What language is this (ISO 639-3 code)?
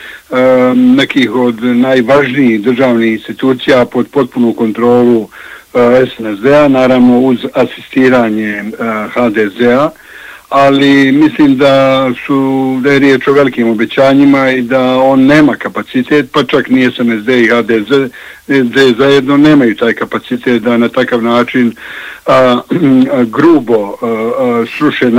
bos